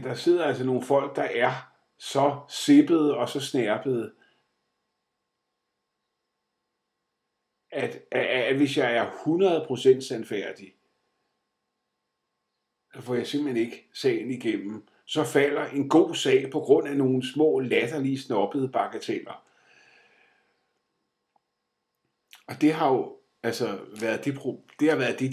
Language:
Danish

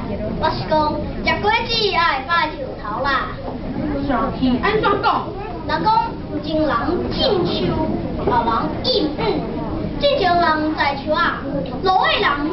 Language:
Min Nan Chinese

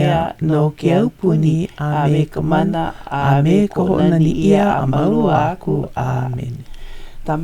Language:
Hawaiian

